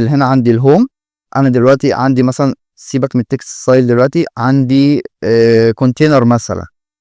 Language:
Egyptian Arabic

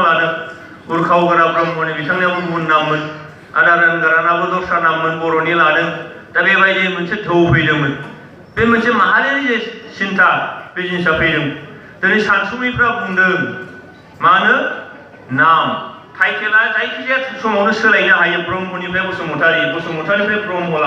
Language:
Bodo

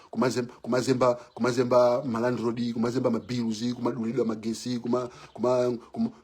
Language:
Nyanja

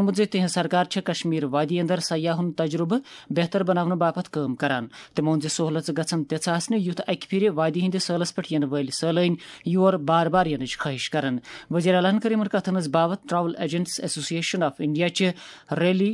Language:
Kashmiri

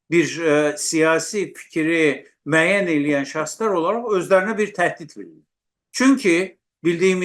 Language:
South Azerbaijani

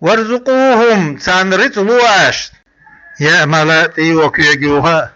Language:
Chechen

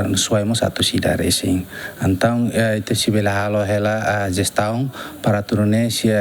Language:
Tetum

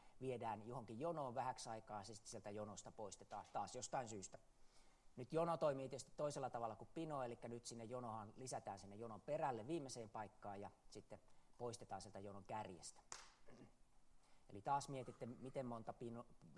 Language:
Finnish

